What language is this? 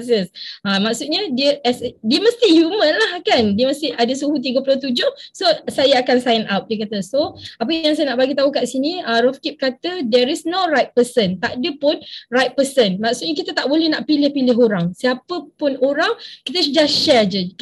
Malay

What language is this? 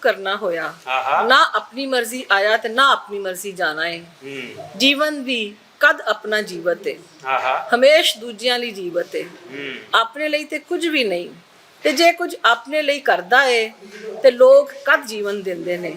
Western Panjabi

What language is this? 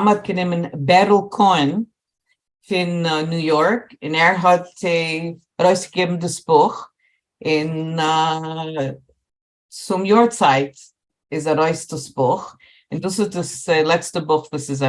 Yiddish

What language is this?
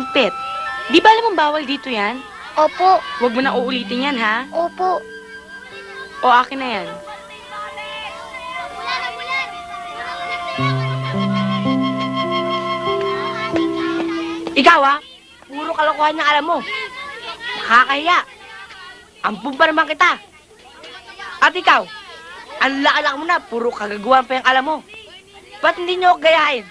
Filipino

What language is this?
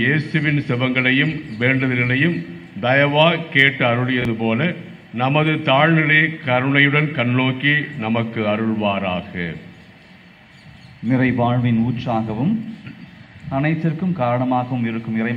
Tamil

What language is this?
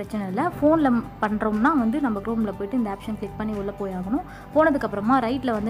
Tamil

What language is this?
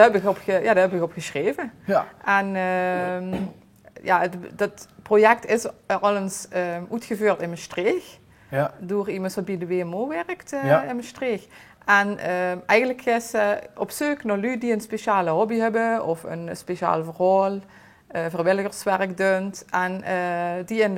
Limburgish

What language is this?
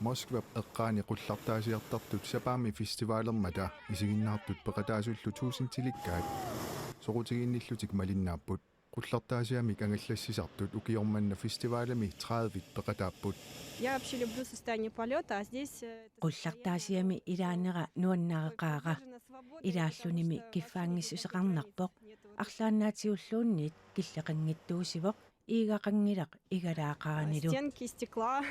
Kalaallisut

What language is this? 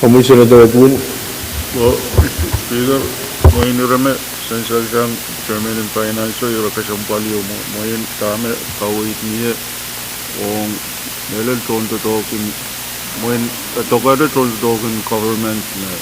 Pohnpeian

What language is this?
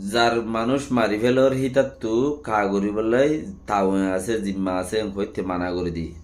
Rohingya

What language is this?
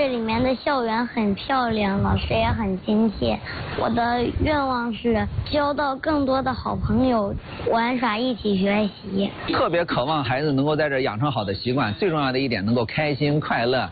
Chinese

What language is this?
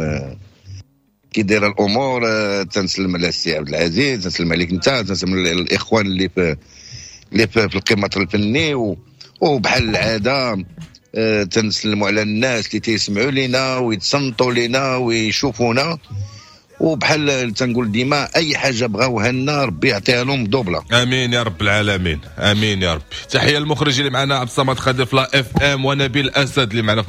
Moroccan Arabic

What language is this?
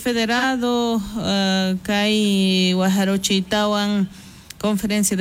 South Bolivian Quechua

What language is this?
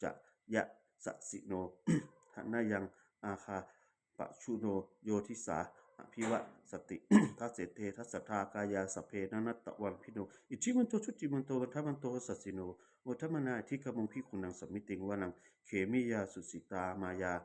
Pali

